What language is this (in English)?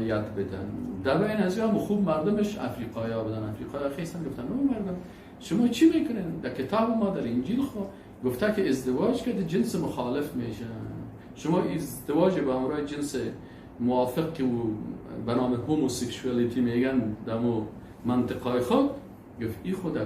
Persian